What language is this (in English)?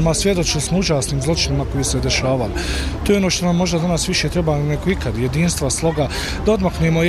Bosnian